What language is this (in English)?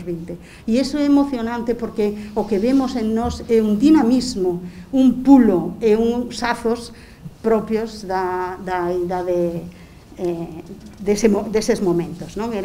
Galician